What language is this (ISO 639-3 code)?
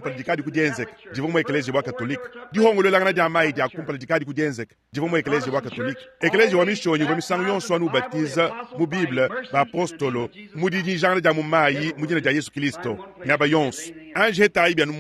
lua